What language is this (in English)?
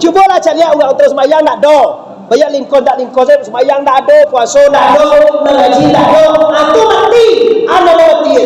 Minangkabau